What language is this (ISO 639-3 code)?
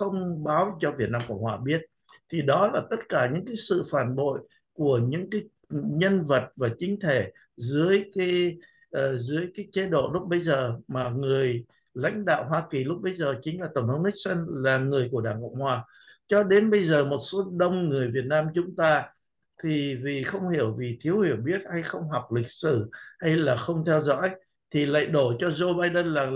vie